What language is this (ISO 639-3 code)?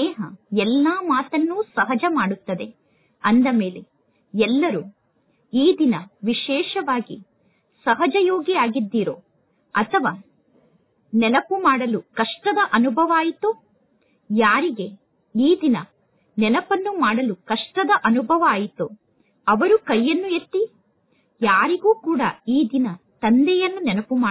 kan